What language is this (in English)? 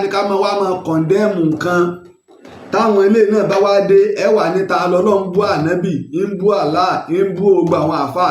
Yoruba